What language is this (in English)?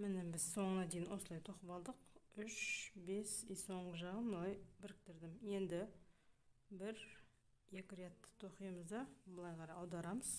Kazakh